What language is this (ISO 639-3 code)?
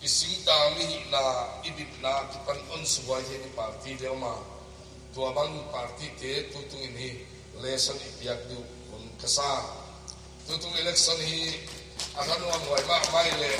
pck